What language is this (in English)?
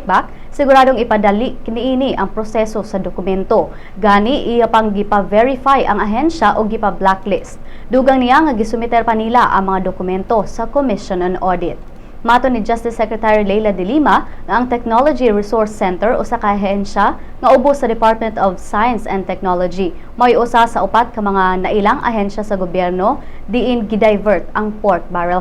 Cebuano